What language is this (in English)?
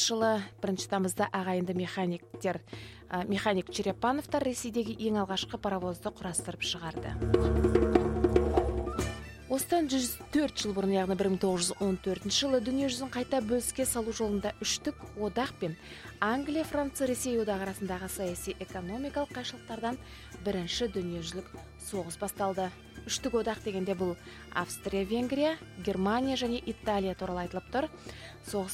Kazakh